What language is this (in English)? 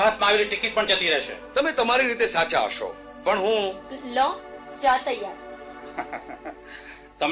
Gujarati